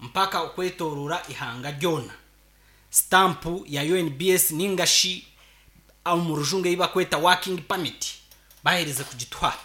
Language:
Nyankole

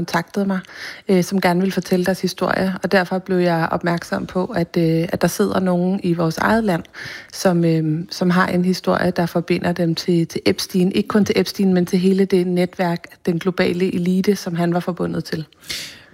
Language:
Danish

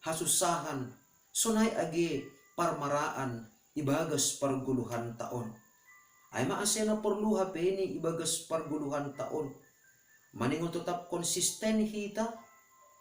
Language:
Batak Simalungun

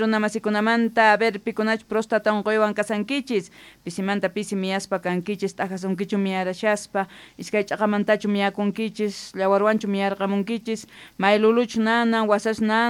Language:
South Bolivian Quechua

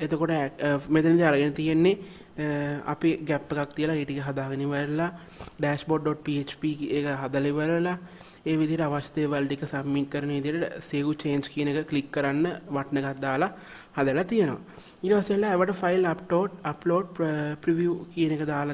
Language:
Sinhala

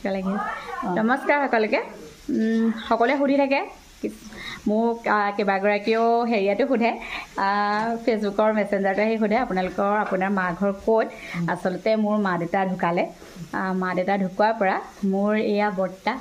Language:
Assamese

